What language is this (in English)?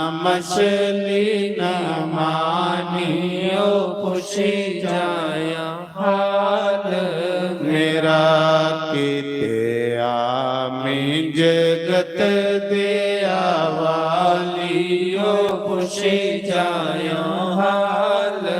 Dogri